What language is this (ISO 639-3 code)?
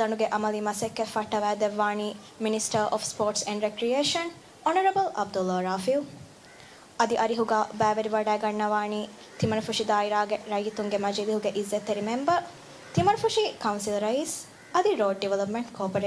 div